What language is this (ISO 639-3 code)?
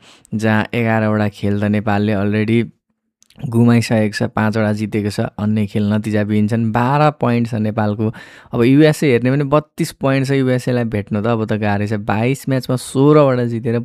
nep